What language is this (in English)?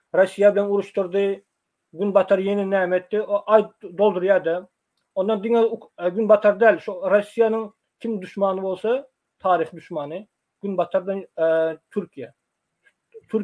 Turkmen